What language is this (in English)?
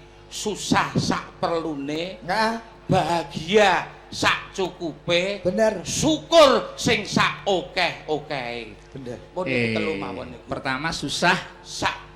Javanese